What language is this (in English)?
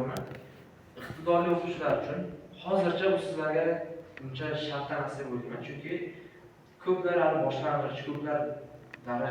Uzbek